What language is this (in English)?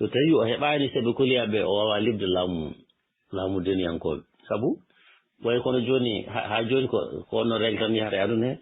Fula